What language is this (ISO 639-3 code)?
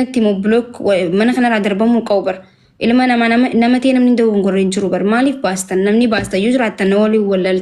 orm